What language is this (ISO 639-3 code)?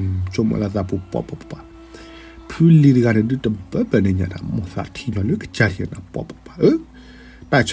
ksw